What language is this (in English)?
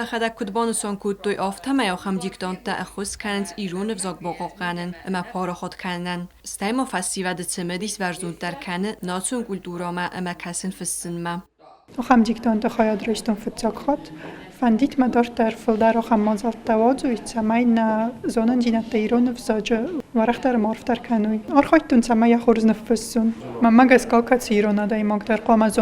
Ossetic